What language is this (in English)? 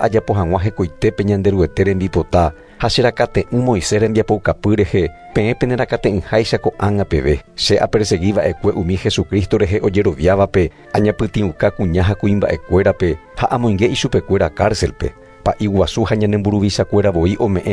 Guarani